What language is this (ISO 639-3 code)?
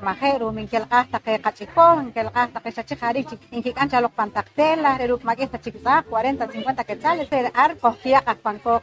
poh